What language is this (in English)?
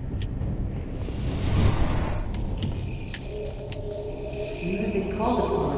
English